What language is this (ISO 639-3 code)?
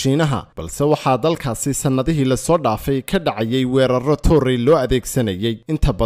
som